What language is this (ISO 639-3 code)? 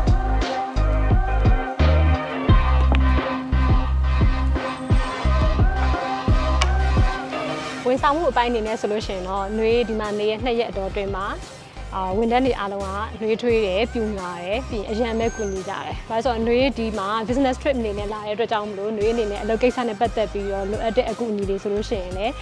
mya